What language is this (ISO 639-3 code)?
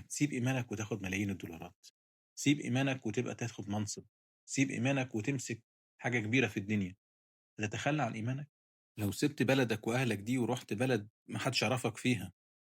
arz